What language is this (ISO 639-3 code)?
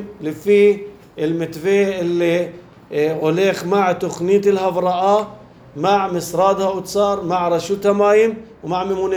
apc